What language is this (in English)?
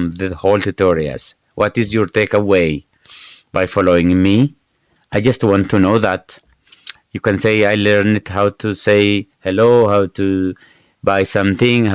English